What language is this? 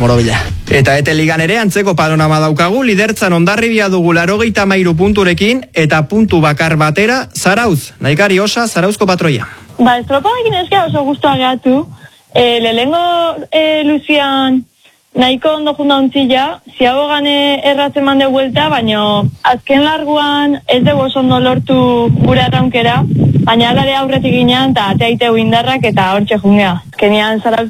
Basque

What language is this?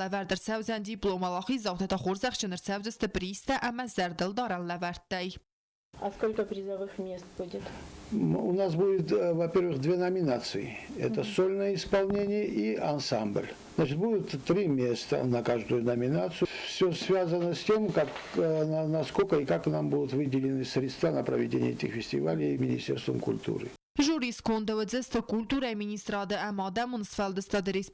Ossetic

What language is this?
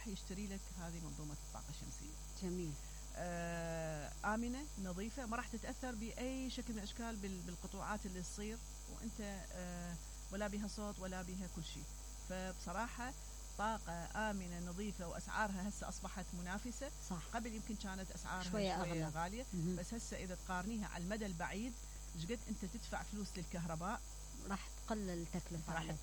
Mesopotamian Arabic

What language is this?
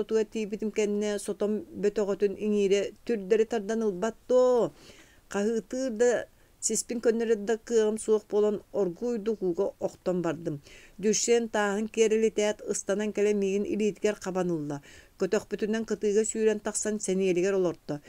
Yakut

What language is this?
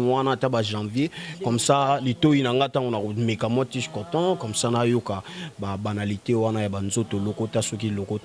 Lingala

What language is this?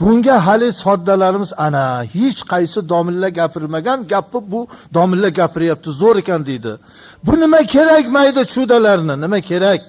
Uzbek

